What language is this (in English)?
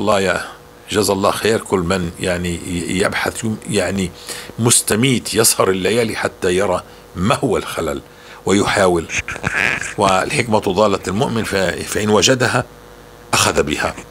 North Levantine Arabic